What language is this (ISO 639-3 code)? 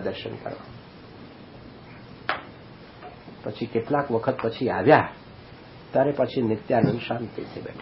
guj